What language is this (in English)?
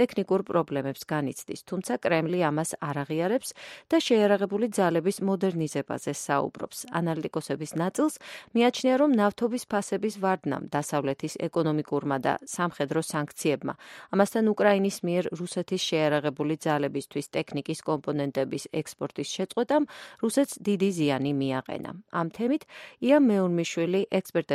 Georgian